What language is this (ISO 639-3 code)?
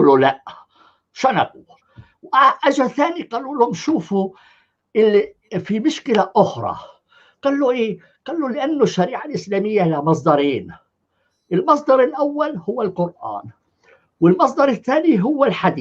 apc